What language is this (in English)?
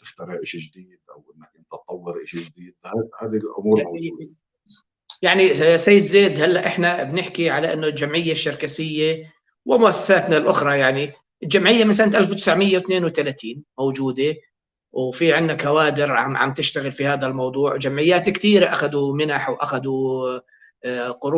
North Levantine Arabic